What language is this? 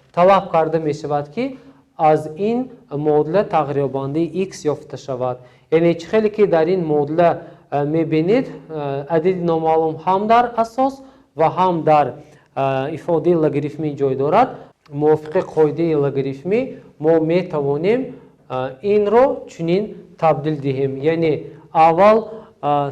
Tajik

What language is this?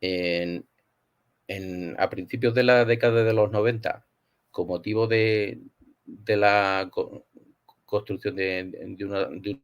Ladino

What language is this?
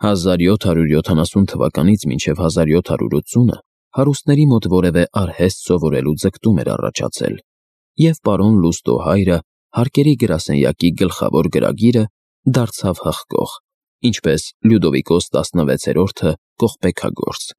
Armenian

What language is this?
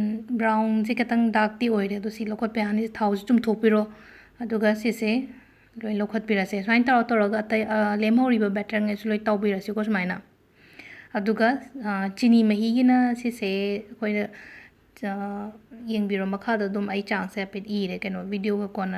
Manipuri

